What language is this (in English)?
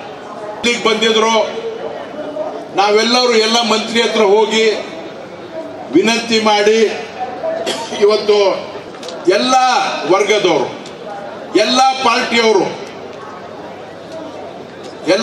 Kannada